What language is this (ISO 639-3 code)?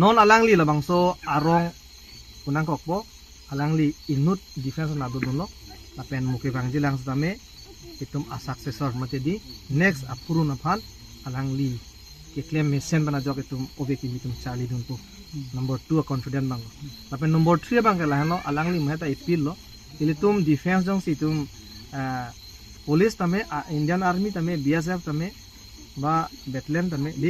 mjw